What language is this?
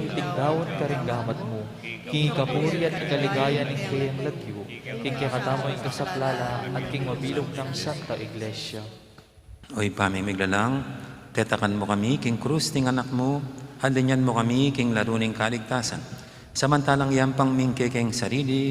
Pampanga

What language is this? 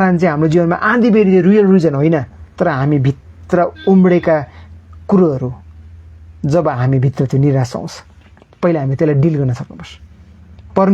Nepali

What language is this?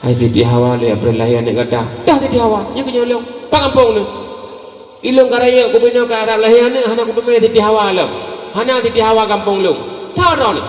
Achinese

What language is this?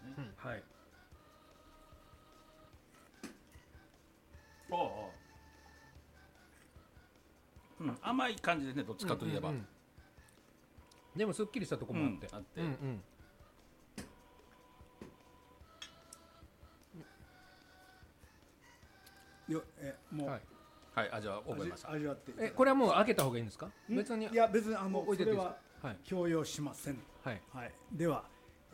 Japanese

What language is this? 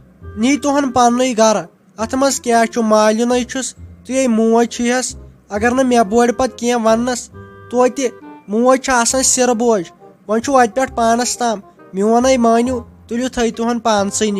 Kashmiri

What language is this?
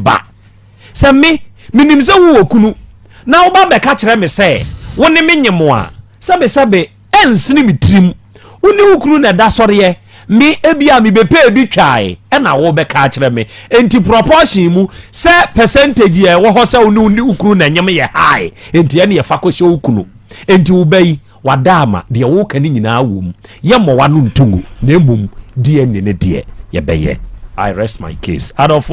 Akan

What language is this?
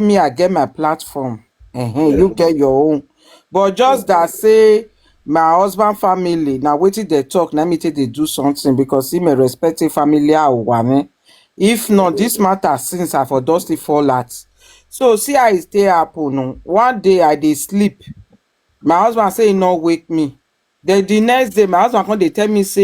Nigerian Pidgin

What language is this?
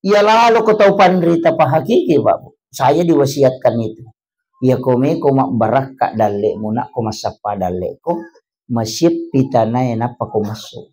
Buginese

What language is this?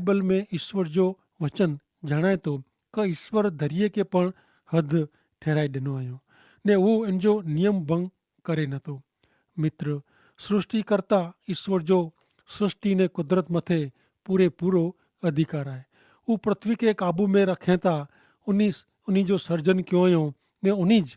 Kachhi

